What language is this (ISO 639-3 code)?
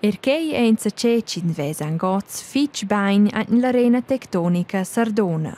roh